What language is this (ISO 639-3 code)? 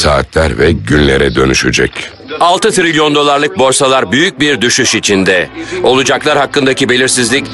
tur